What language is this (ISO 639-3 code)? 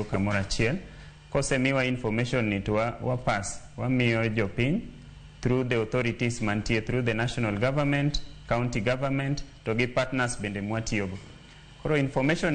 luo